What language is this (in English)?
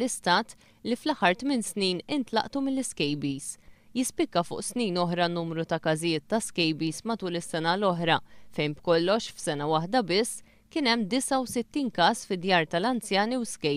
Maltese